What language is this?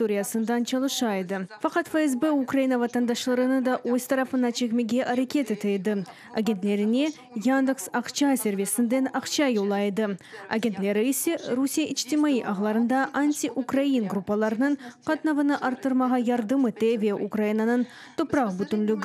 Crimean Tatar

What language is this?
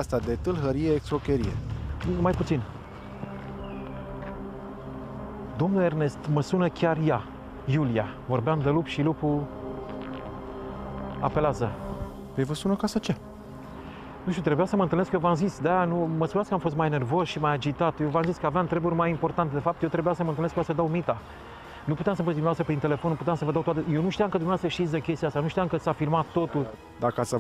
Romanian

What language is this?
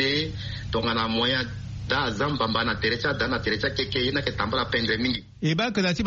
Sango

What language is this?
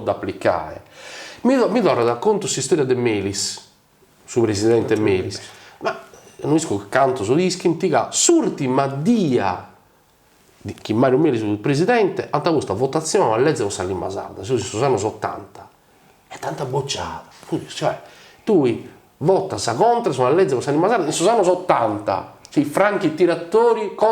Sardinian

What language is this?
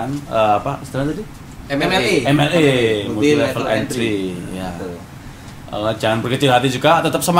Indonesian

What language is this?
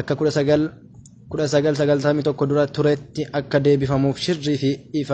Oromo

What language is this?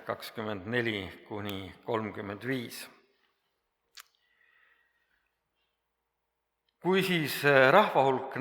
Estonian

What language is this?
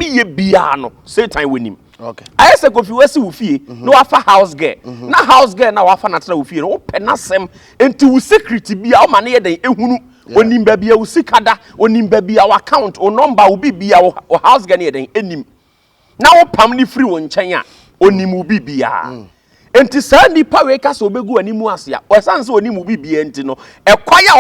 Akan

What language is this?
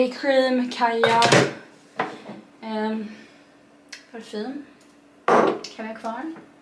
Swedish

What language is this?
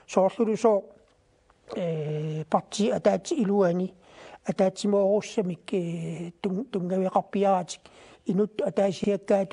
Kalaallisut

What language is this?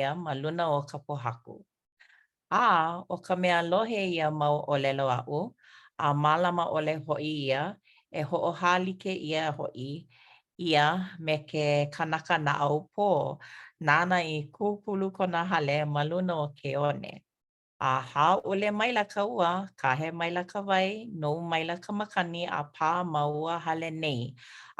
Hawaiian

